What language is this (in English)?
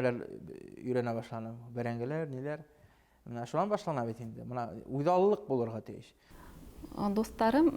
Bashkir